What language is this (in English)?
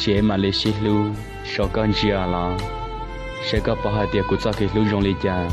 Hmong